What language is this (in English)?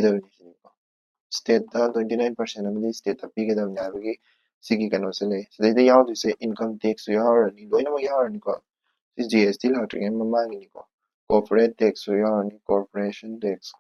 Manipuri